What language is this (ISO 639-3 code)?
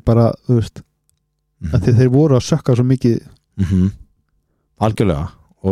isl